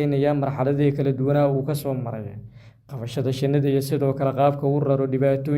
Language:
Somali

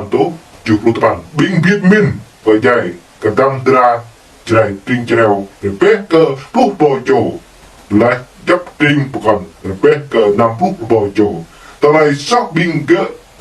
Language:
Jarai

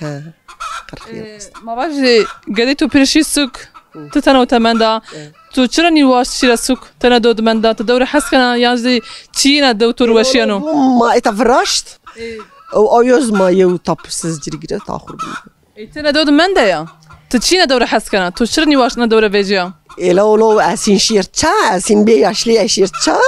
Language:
Zaza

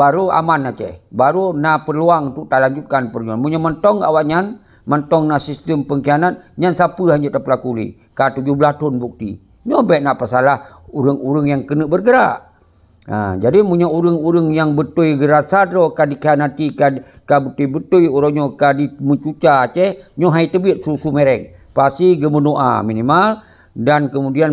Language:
Achinese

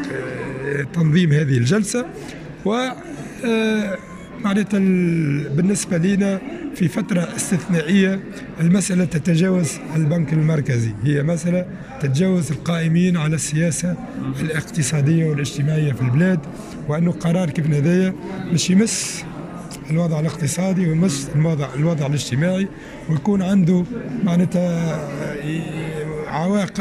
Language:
Tunisian Arabic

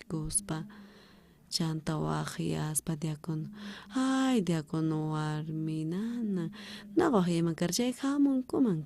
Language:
South Bolivian Quechua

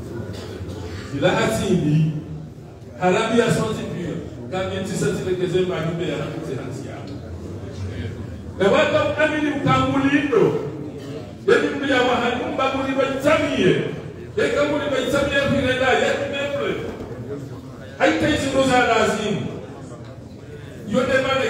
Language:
Swahili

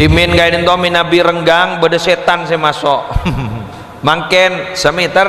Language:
Madurese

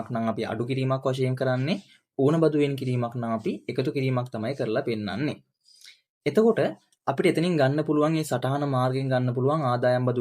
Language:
Sinhala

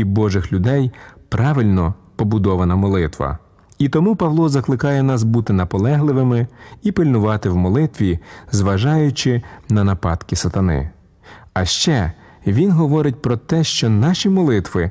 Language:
Ukrainian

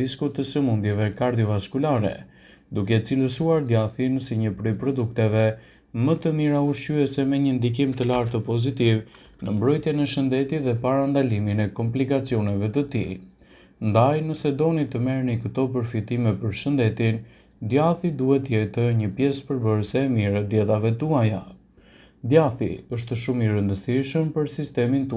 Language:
Albanian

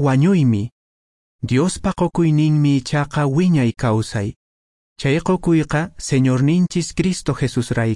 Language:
Quechua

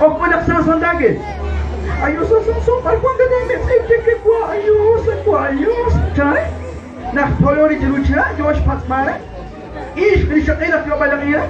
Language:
Kekchí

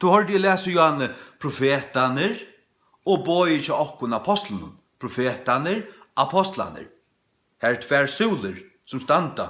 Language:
Faroese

